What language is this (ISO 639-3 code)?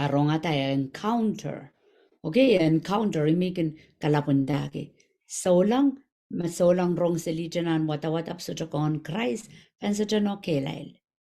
pon